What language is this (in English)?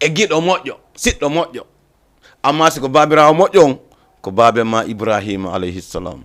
Fula